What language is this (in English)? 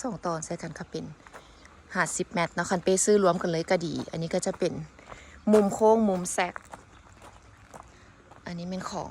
Lao